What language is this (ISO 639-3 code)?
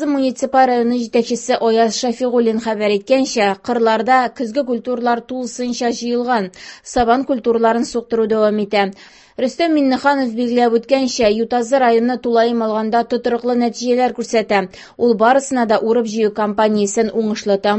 tat